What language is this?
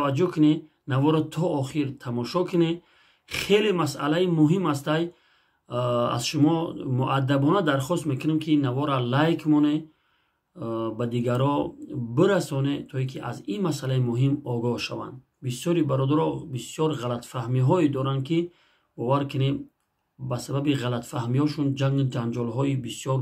Tajik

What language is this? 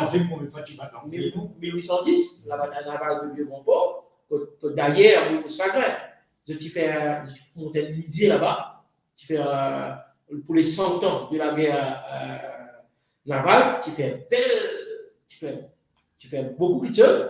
Morisyen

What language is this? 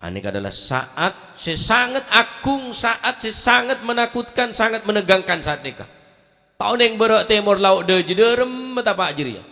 Madurese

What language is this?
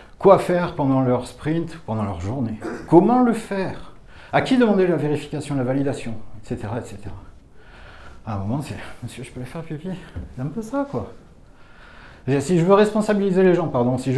French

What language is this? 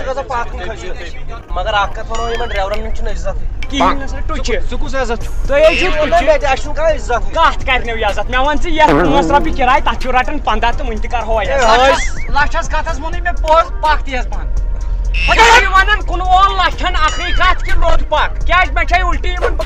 Kashmiri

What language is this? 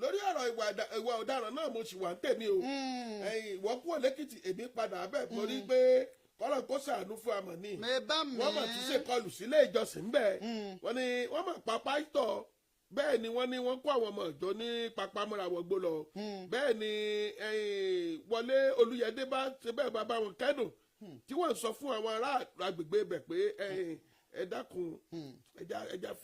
Yoruba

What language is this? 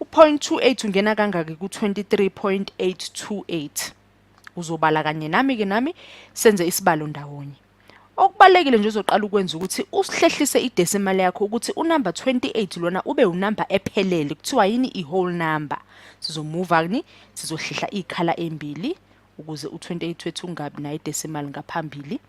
Zulu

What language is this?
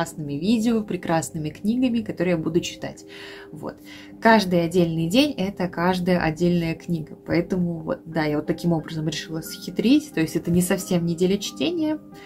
Russian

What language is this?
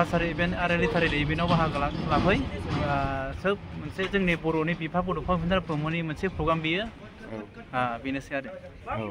Bodo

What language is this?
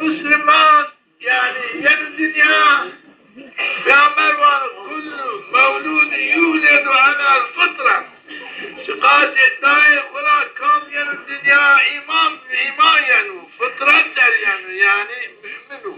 Zaza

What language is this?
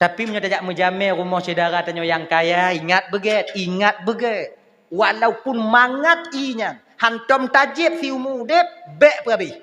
Achinese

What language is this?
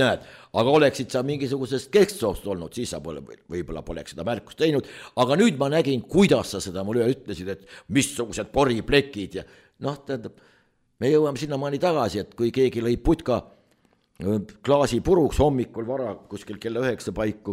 Estonian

